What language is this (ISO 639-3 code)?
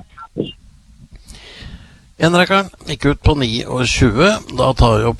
nor